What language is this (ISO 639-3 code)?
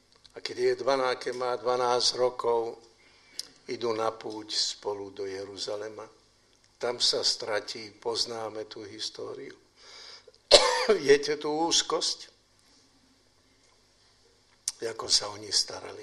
slk